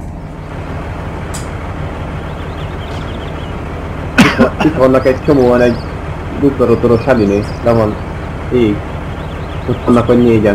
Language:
Hungarian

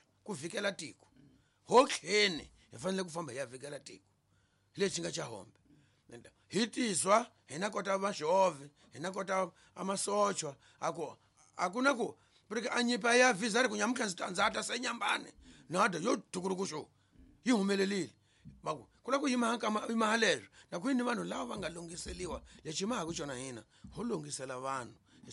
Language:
Tsonga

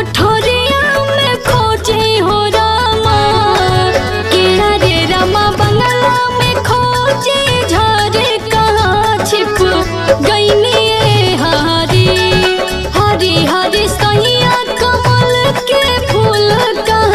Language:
Bhojpuri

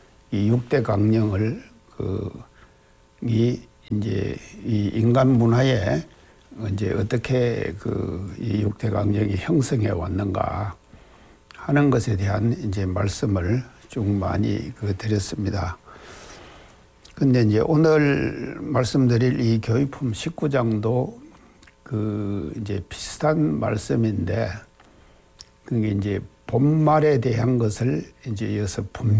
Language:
Korean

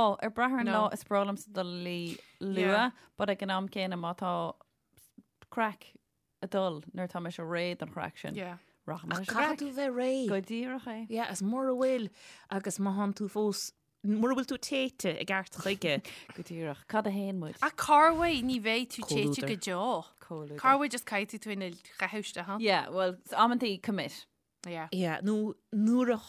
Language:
Irish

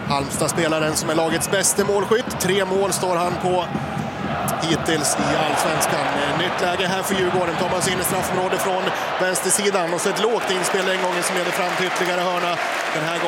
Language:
Swedish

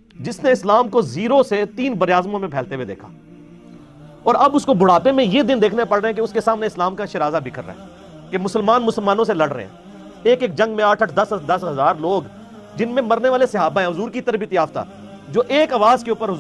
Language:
Urdu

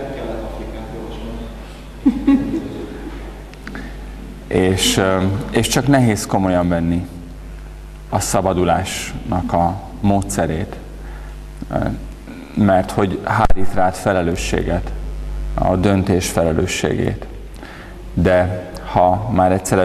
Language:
Hungarian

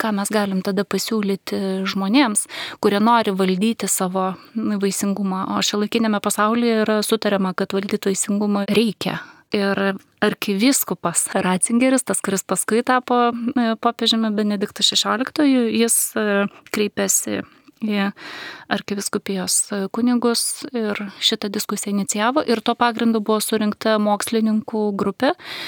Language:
Lithuanian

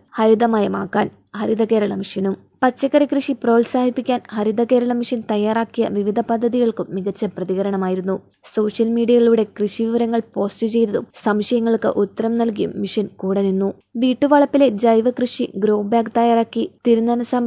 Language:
Malayalam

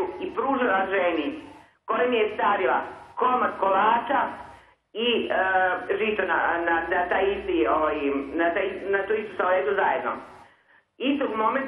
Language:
Serbian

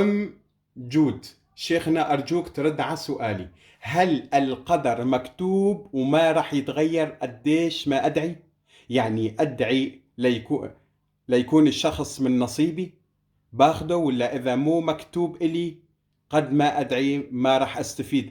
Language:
Kurdish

